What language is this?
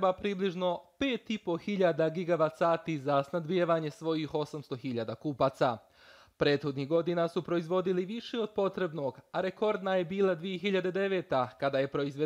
Bosnian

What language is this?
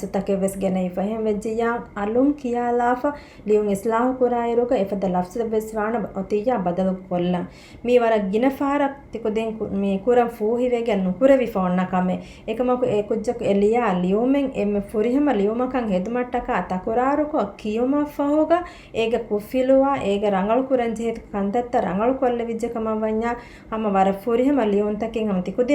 Divehi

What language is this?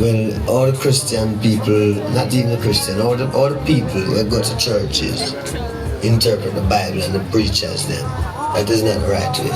Jamaican Creole English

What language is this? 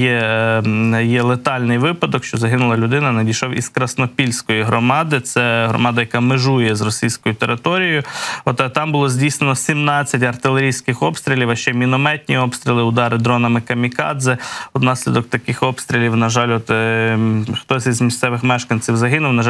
Ukrainian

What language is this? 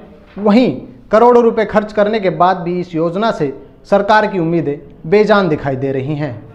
Hindi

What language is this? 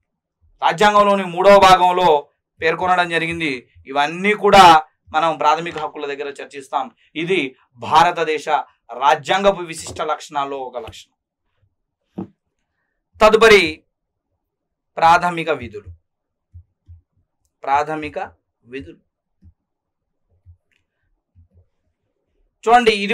Telugu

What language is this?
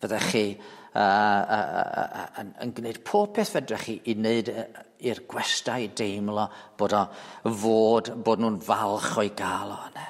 Welsh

